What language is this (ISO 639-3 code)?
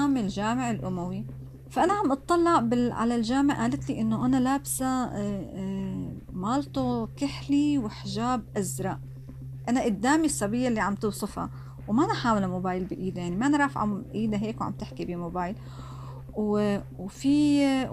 apc